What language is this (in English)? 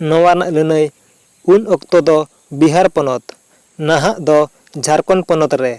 Santali